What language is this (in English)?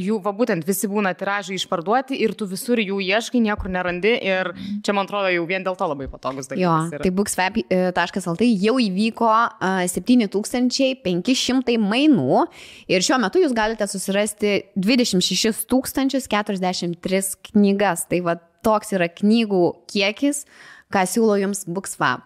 Lithuanian